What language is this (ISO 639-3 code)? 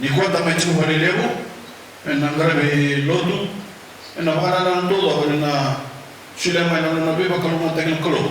fij